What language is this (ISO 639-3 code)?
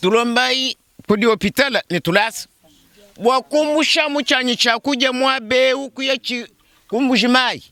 lua